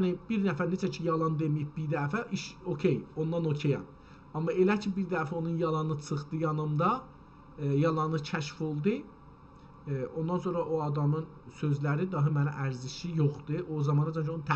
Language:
South Azerbaijani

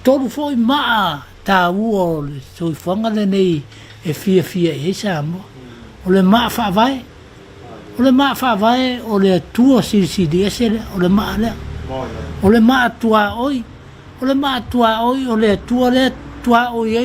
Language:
Samoan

